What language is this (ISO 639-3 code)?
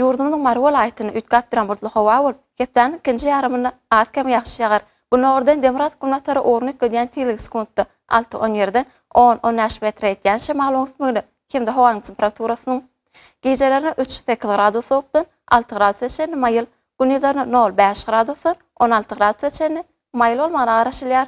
tuk